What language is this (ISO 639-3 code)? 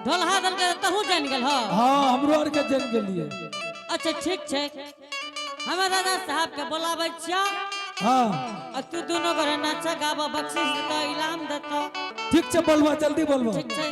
anp